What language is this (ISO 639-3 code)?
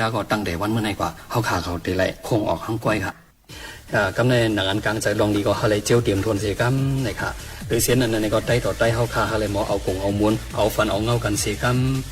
shn